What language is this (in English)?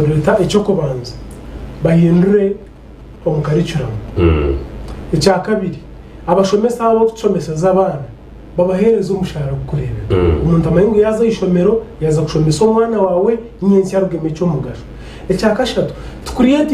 Nyankole